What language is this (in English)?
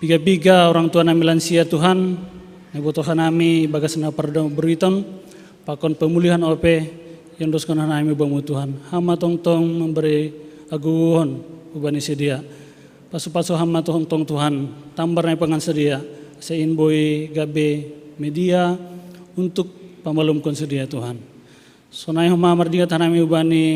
Batak Simalungun